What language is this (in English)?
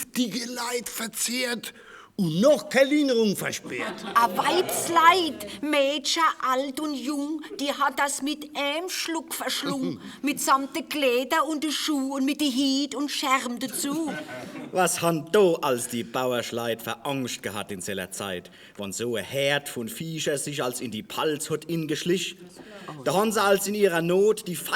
Palatine German